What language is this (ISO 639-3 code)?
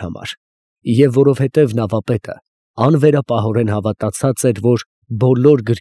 hye